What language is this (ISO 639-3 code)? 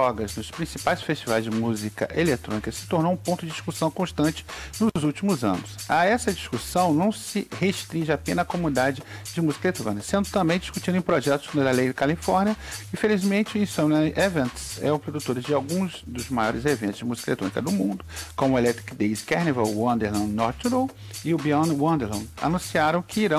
por